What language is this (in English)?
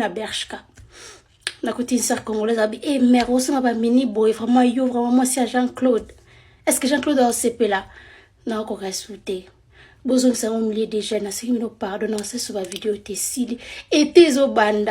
Lingala